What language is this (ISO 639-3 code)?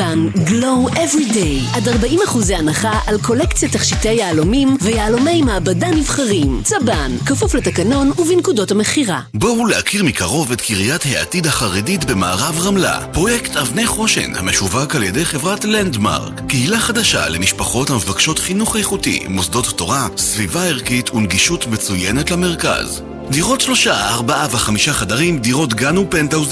heb